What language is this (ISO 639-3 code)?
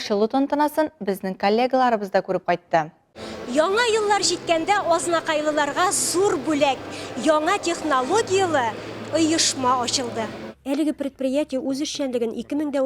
tat